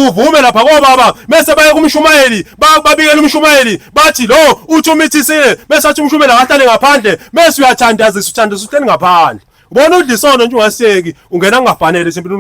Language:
Zulu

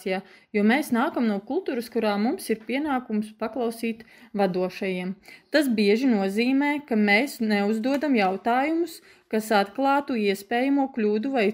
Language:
Latvian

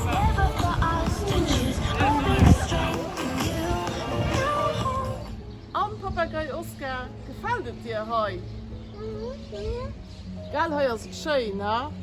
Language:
Luxembourgish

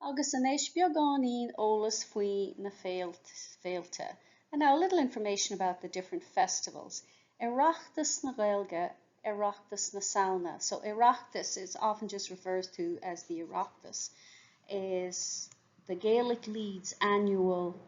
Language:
Irish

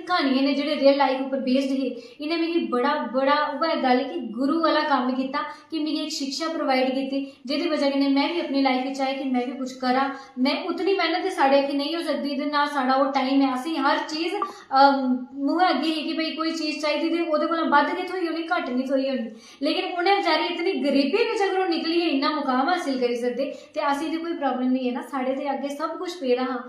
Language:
Dogri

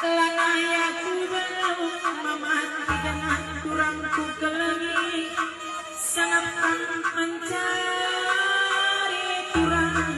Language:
Batak Karo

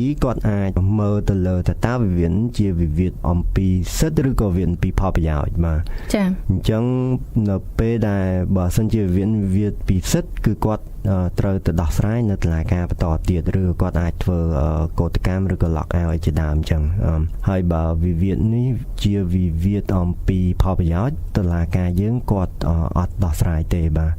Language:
Khmer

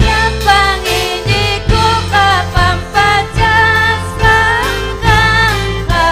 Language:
Ayacucho Quechua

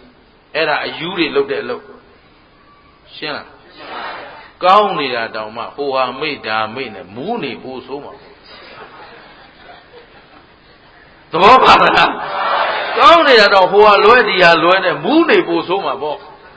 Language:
Burmese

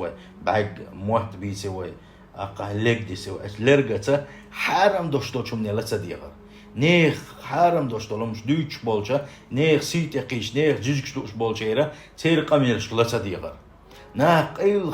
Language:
Chechen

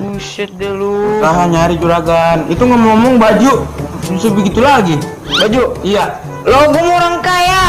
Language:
Betawi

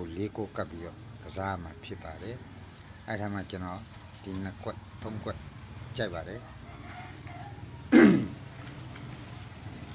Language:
Burmese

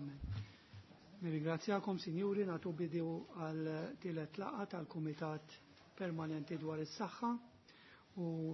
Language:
Maltese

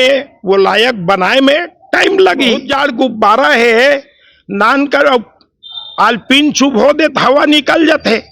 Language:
Chhattisgarhi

